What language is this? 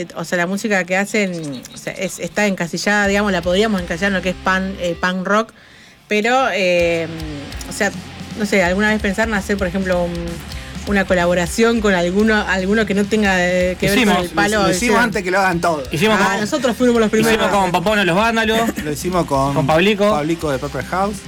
Spanish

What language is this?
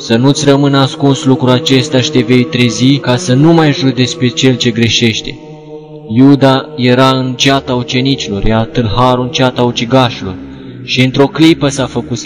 Romanian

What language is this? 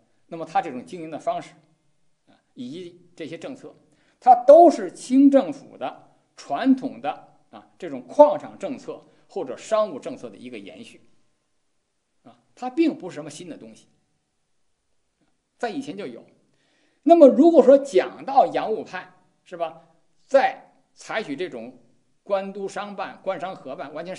Chinese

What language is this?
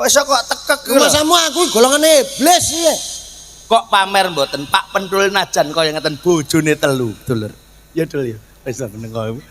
Javanese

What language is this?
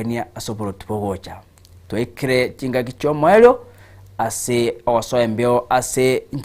Gusii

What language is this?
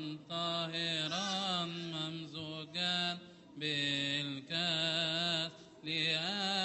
Arabic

